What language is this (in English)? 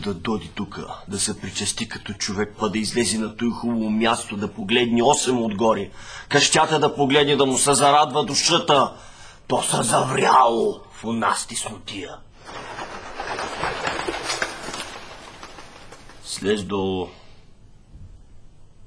Bulgarian